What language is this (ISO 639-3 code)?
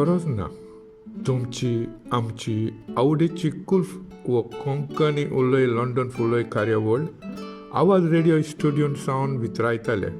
kok